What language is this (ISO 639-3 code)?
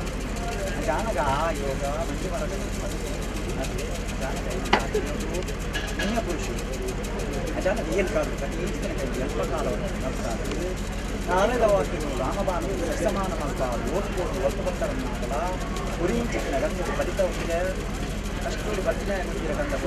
kan